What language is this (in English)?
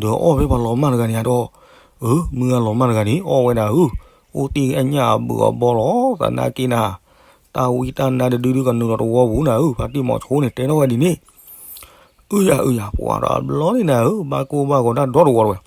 S'gaw Karen